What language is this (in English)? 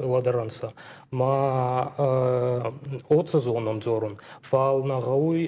Ossetic